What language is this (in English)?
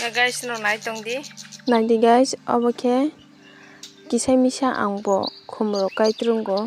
Kok Borok